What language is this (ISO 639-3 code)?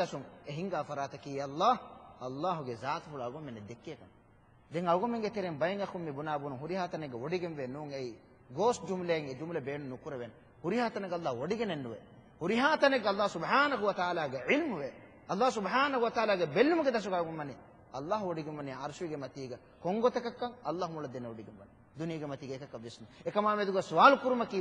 div